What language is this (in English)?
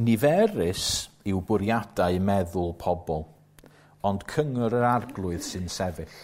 Welsh